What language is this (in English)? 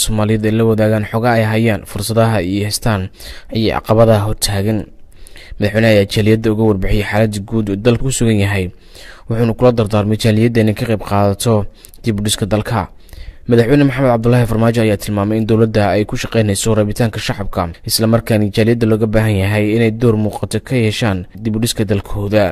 Somali